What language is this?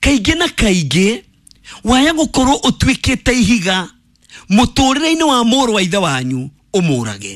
Kikuyu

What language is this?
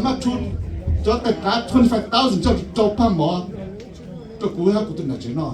Hmong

